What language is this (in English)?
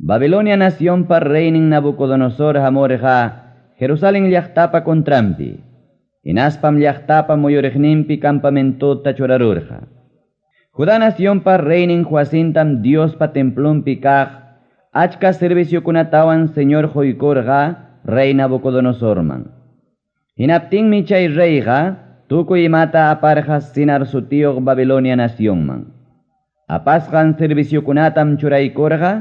Ayacucho Quechua